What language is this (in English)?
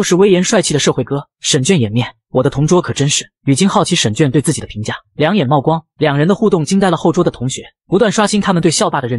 Chinese